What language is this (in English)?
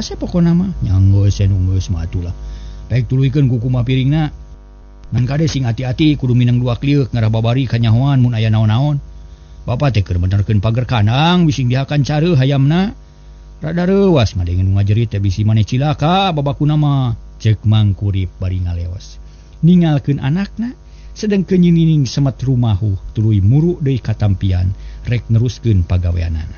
Sundanese